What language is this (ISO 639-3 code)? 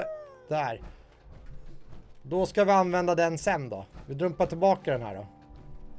swe